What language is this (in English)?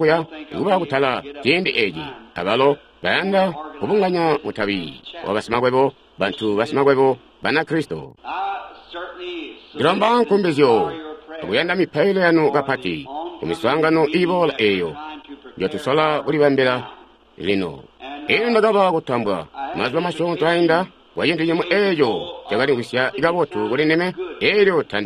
Tonga (Zambia)